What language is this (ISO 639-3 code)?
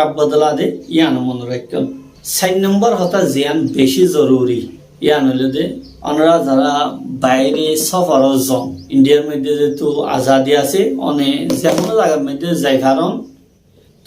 rhg